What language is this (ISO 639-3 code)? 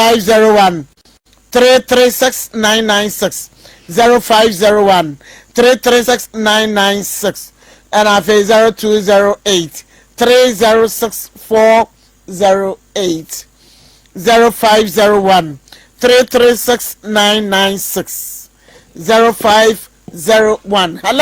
aka